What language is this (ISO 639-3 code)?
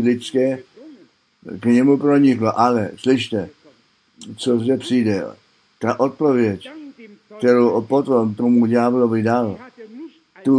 ces